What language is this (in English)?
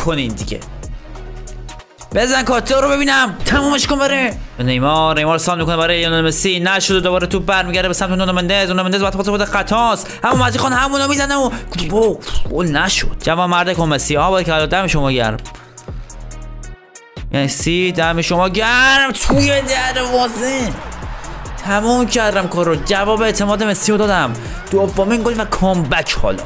Persian